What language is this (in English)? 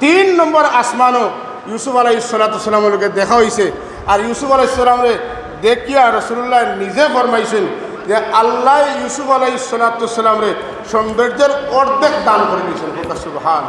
Sylheti